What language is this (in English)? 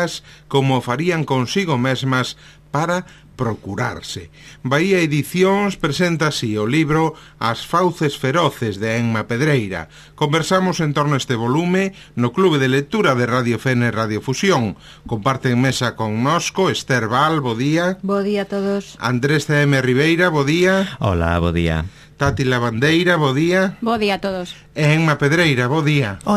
Galician